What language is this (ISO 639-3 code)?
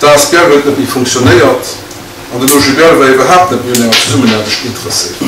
ltz